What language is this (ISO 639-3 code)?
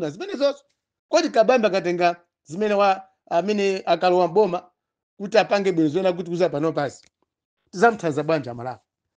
nya